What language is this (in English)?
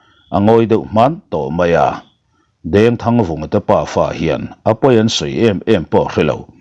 Mizo